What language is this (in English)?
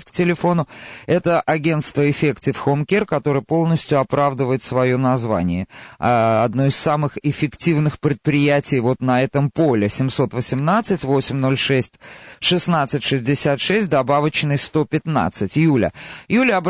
Russian